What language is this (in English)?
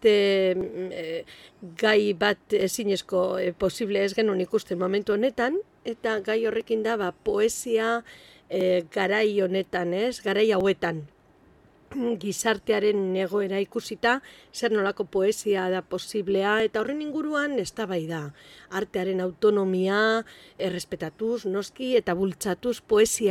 Basque